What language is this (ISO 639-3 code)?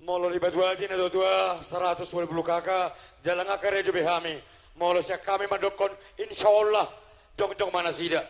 bbc